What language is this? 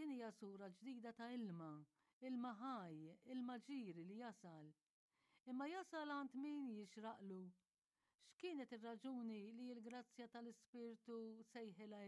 Maltese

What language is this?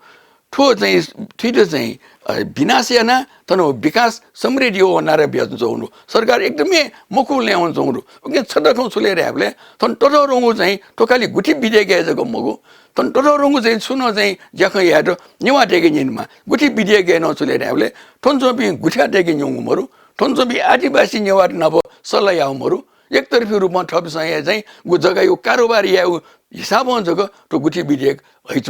Newari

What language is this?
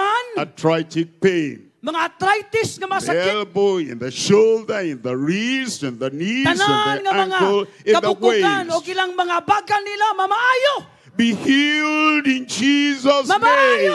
Cebuano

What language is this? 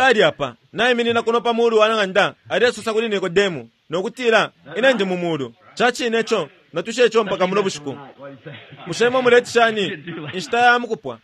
Bemba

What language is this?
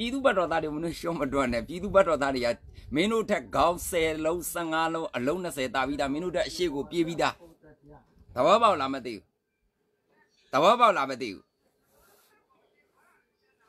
Burmese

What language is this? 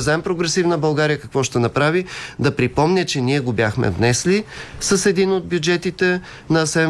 Bulgarian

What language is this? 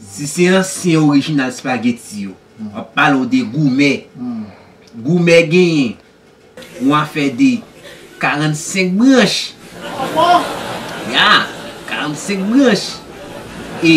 Haitian Creole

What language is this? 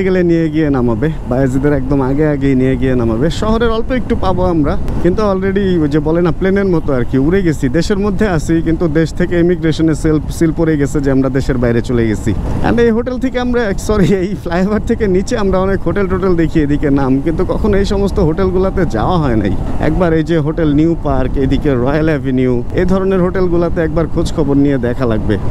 Bangla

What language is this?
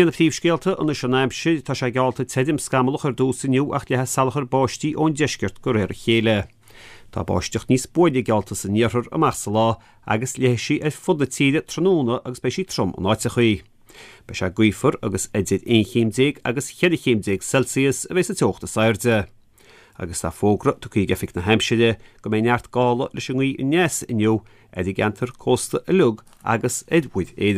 Irish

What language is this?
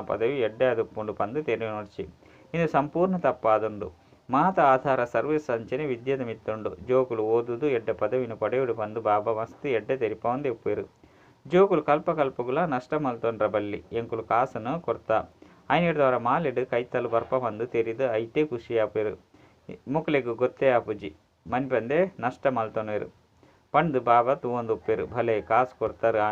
Tulu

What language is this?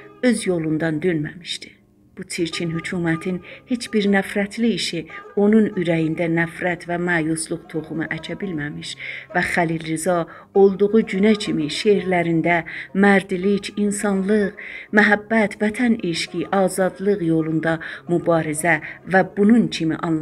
South Azerbaijani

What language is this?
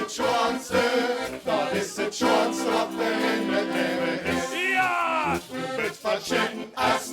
Limburgish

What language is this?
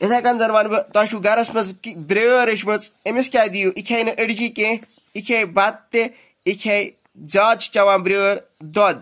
Kashmiri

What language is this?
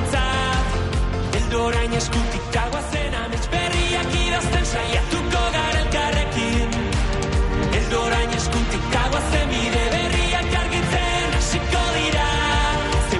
Basque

